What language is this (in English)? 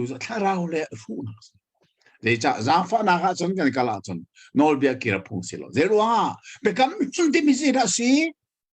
Hakha Chin